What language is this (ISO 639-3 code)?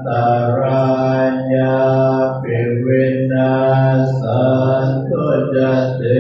pli